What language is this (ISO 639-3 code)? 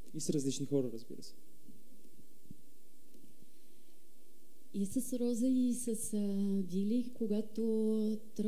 bul